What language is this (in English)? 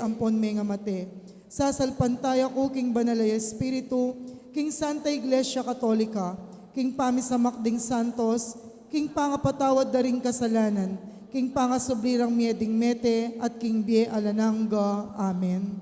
Pampanga